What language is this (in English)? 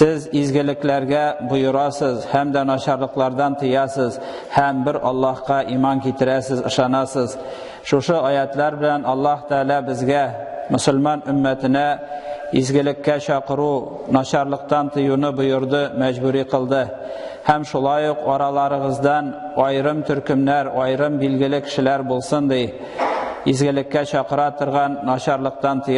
Tatar